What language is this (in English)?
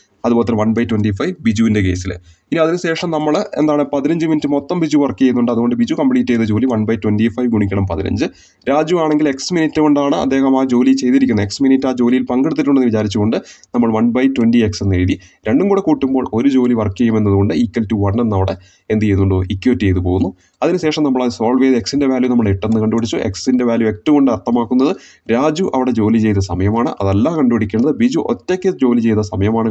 Malayalam